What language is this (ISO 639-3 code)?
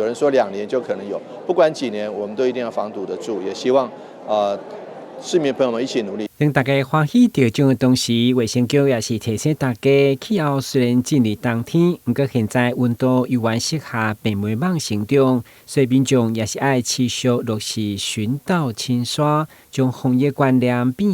nan